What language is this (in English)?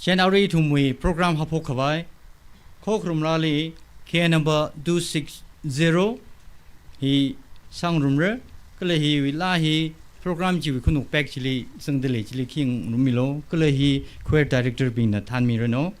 Tangkhul Naga (India)